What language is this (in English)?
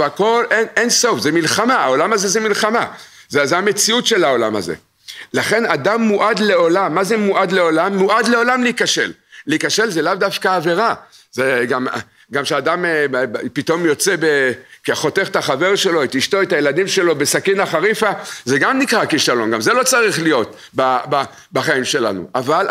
Hebrew